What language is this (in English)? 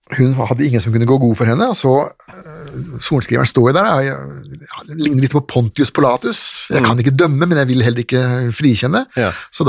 Norwegian